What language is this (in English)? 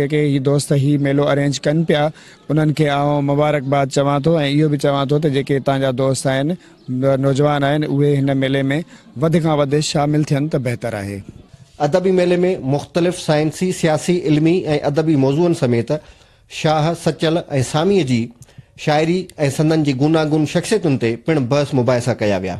Sindhi